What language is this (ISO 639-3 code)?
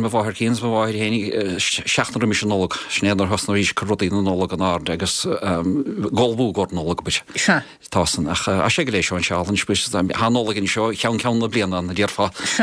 gle